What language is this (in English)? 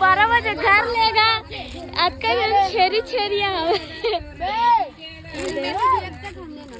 Chhattisgarhi